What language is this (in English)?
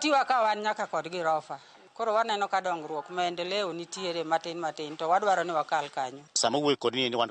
Luo (Kenya and Tanzania)